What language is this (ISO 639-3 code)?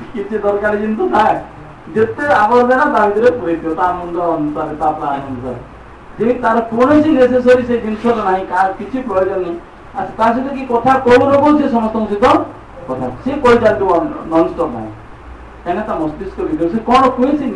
ori